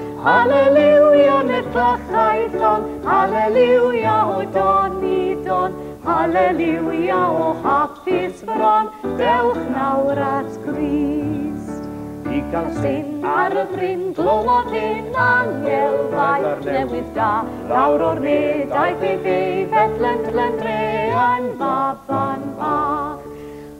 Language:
Welsh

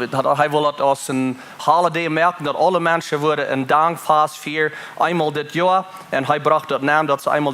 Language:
Plautdietsch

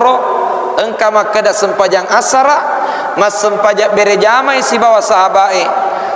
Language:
Buginese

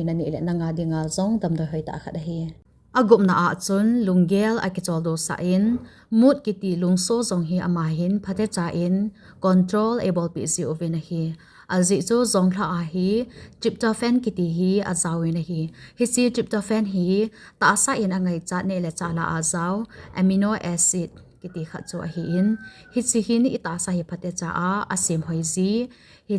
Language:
Thado Chin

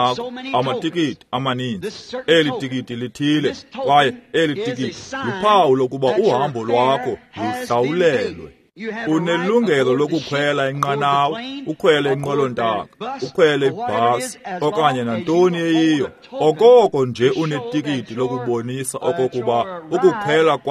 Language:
Xhosa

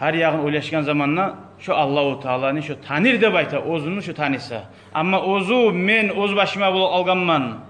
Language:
Kumyk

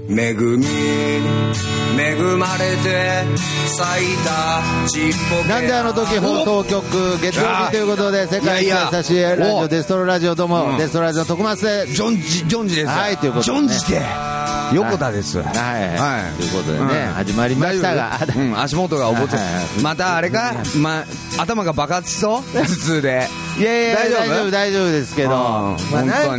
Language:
Japanese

